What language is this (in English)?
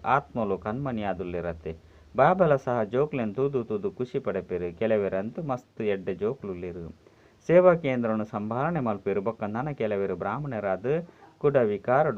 Tulu